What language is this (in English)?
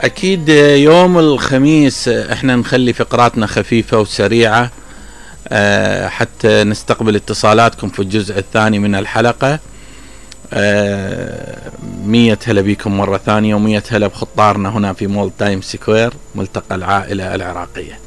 Mesopotamian Arabic